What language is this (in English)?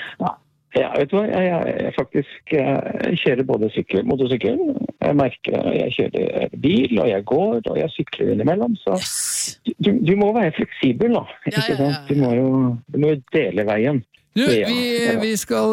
Norwegian